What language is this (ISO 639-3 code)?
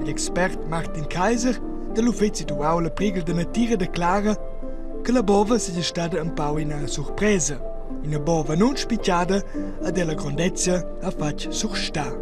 roh